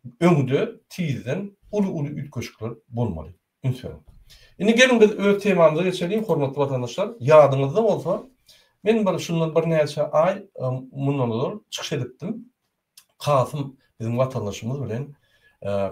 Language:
Turkmen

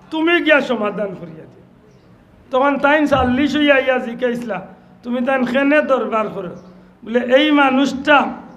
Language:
Sylheti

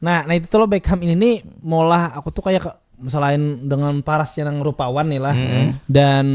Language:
Banjar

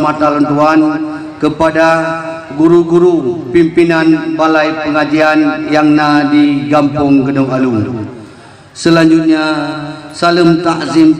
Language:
Achinese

